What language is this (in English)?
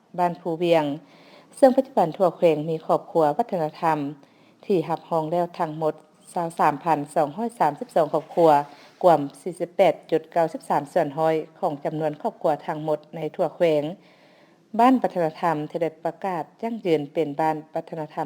Lao